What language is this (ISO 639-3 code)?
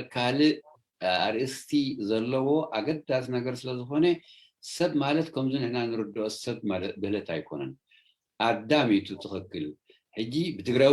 tir